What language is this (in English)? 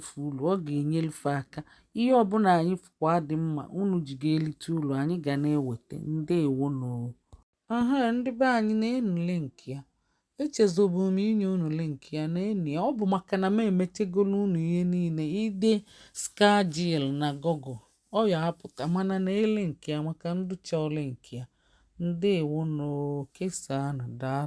Igbo